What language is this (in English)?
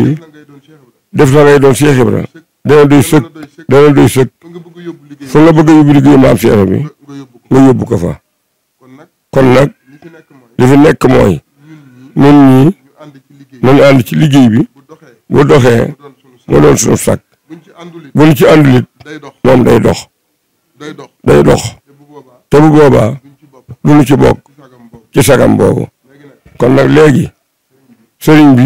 Wolof